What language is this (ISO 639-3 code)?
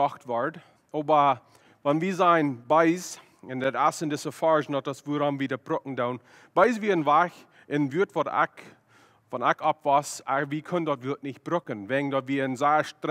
pdt